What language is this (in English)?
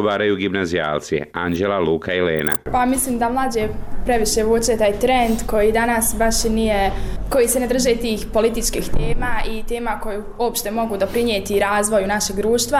Bosnian